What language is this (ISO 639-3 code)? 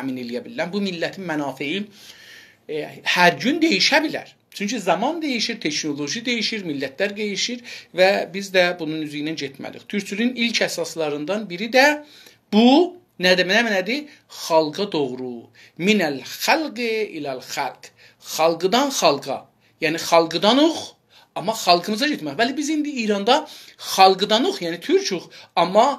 azb